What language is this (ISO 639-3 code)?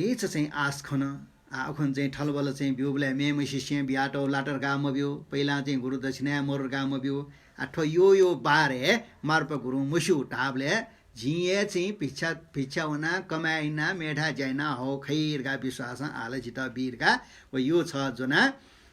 new